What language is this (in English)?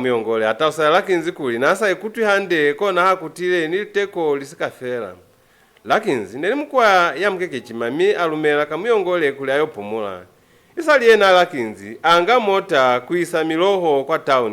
Lozi